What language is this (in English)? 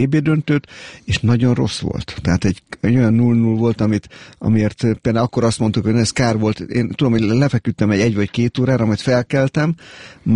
Hungarian